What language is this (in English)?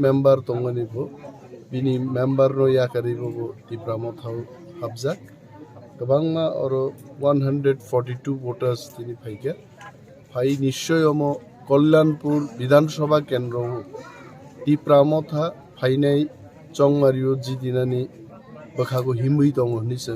Kok Borok